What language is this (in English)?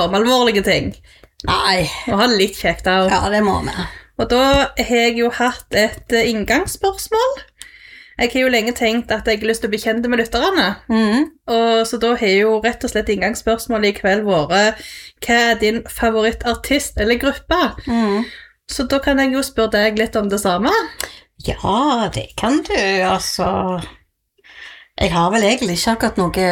Norwegian